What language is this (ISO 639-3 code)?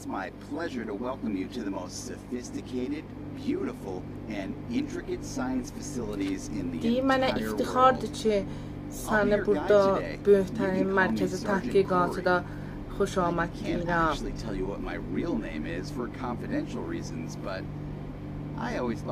azb